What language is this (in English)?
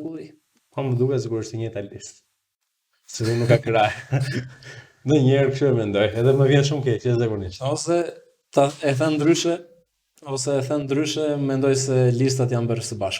Albanian